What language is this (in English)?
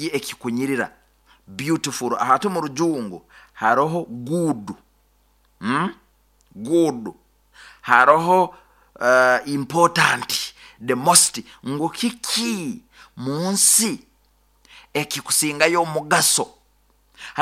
Nyoro